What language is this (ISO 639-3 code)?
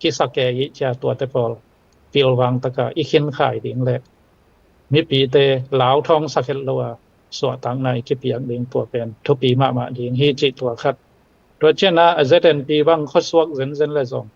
ctd